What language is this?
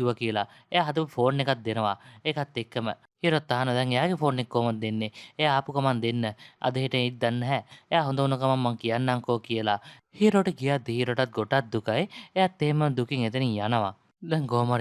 Sinhala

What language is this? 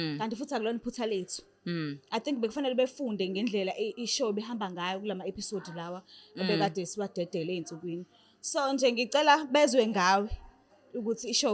Zulu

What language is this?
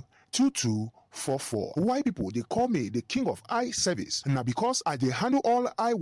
Nigerian Pidgin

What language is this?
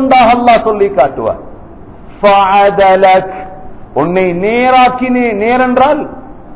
Tamil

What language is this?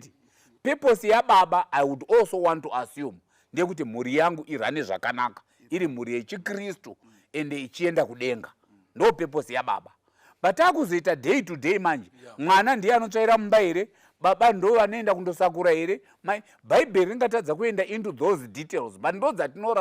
Shona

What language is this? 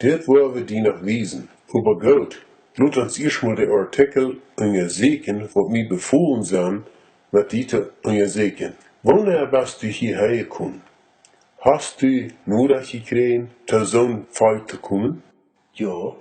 Plautdietsch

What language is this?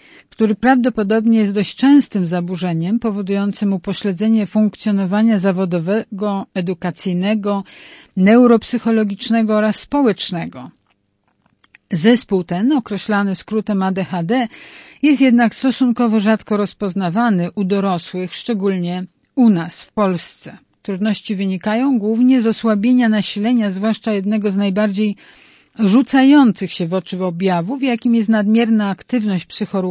Polish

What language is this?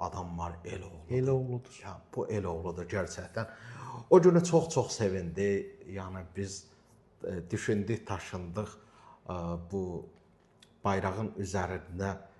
Azerbaijani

